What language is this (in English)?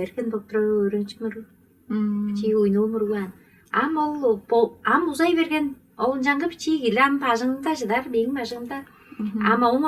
Tuvinian